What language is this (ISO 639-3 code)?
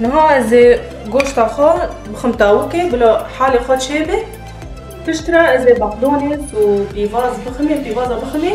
kur